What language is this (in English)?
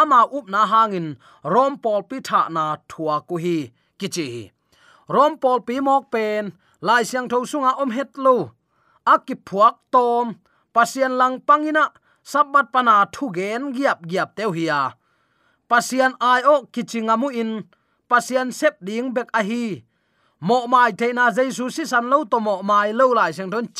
Tedim Chin